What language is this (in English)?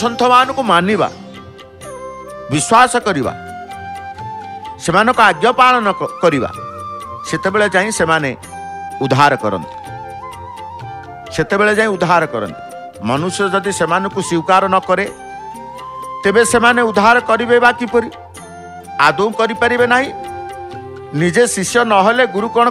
Odia